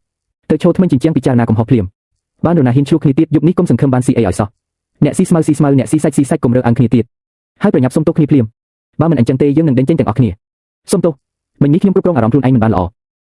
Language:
Khmer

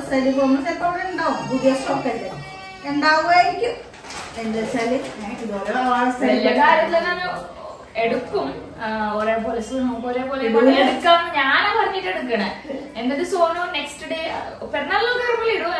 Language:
Malayalam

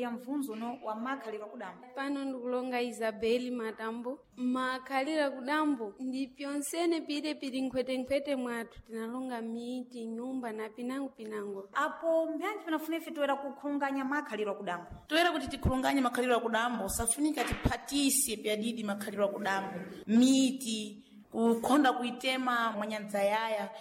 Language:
Sena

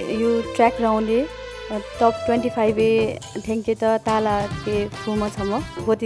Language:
Newari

